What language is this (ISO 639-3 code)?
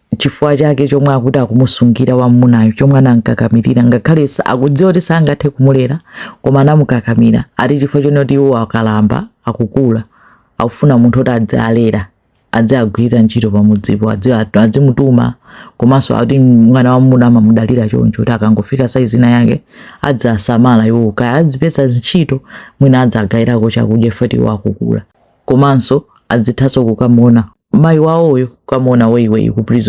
nya